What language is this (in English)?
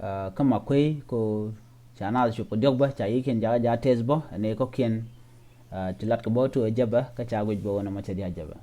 Nuer